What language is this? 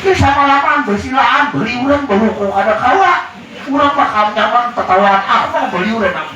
Banjar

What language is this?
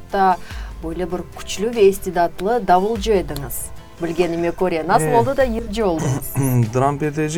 Crimean Tatar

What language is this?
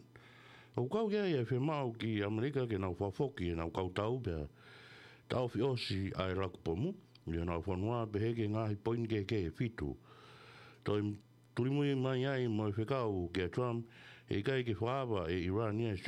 Tongan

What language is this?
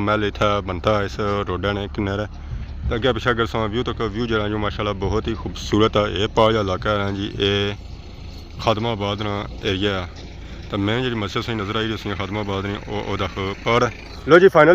Pahari-Potwari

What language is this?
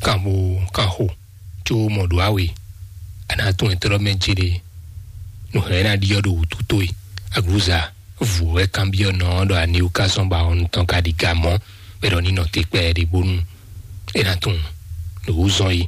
Fon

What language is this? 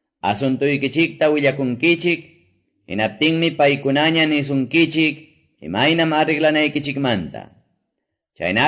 Quechua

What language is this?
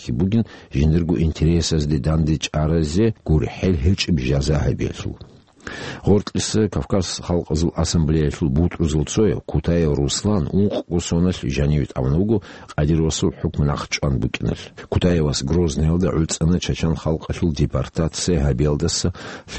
Avaric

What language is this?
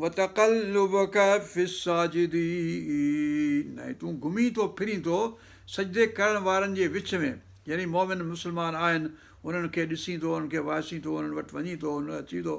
Sindhi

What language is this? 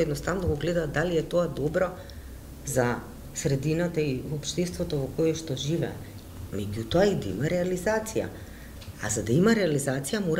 Macedonian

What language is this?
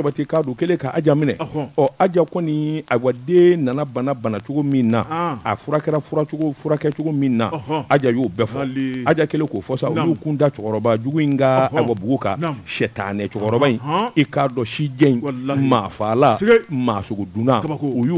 Bambara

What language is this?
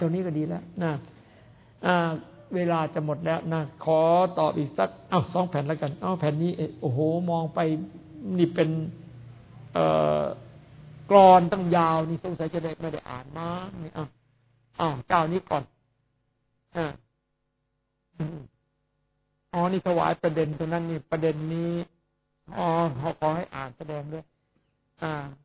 Thai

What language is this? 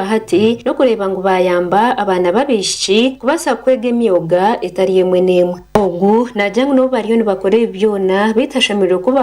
Nyankole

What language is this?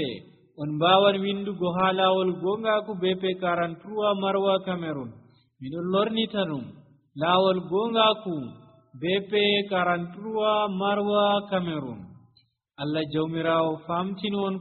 Nigerian Fulfulde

